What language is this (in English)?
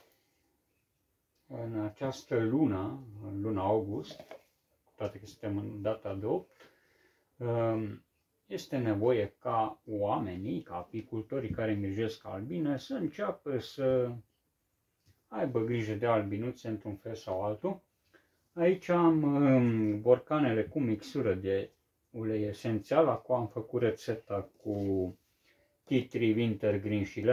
Romanian